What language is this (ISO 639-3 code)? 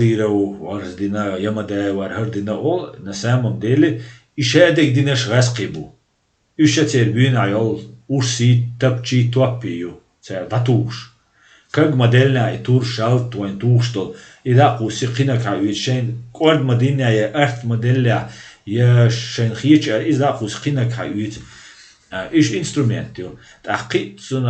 che